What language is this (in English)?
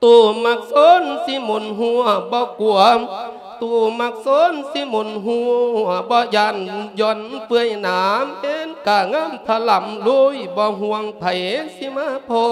Lao